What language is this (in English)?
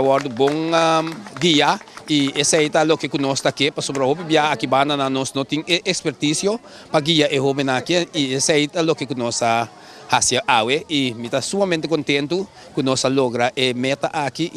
Papiamento